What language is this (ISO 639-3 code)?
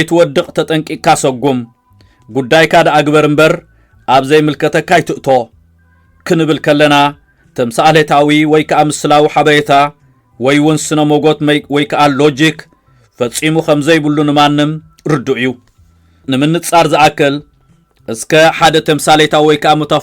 tir